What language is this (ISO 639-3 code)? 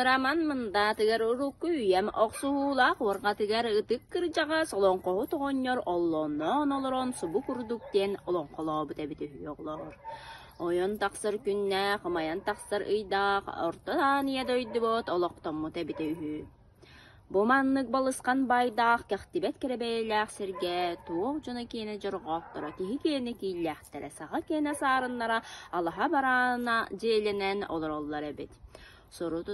sah